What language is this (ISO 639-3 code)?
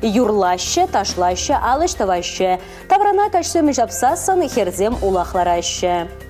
chv